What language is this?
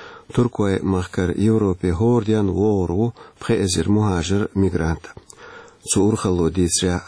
Chechen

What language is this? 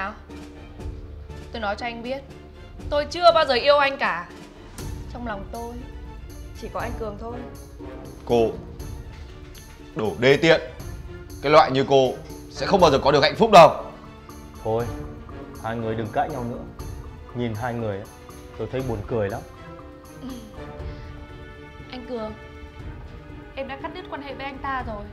Vietnamese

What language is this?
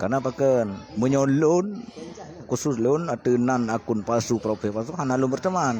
Achinese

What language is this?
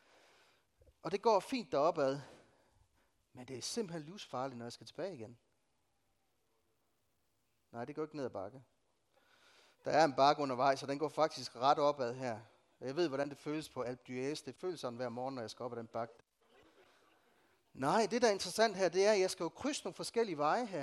Danish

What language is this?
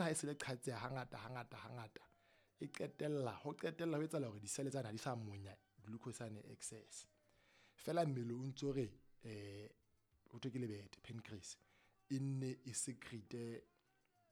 Southern Sotho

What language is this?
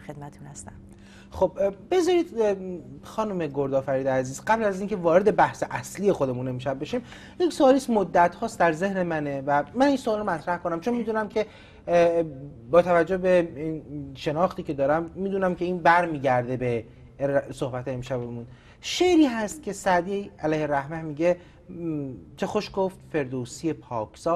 Persian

